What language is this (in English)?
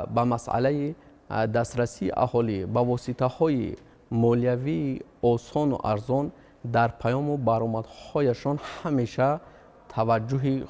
Tajik